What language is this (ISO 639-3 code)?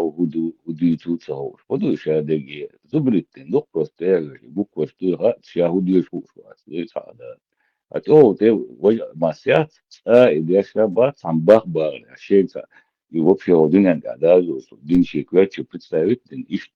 che